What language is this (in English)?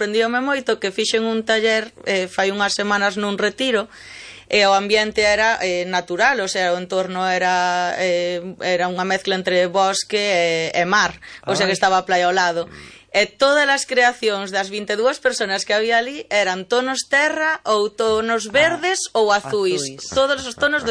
Galician